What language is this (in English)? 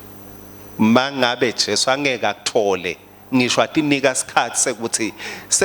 Swati